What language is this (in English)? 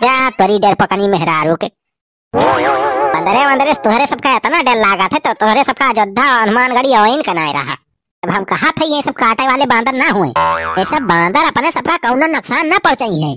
Awadhi